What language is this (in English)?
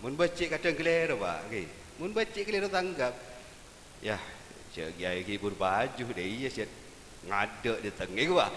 Madurese